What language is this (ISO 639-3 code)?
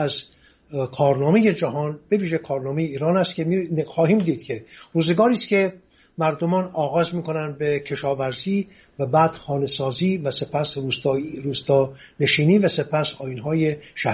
fas